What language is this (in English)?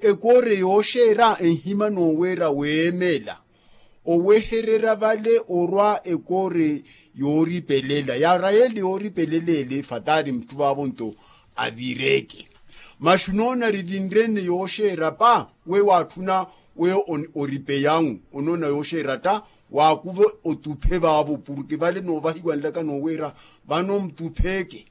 Makhuwa